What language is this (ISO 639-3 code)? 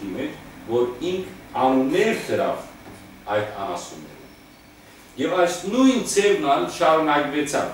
hyw